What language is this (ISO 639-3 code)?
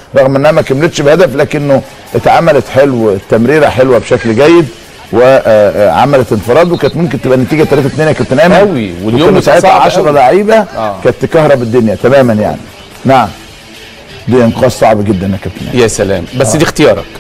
arz